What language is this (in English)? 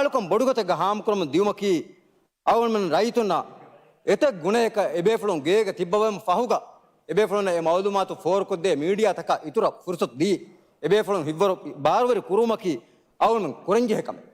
Divehi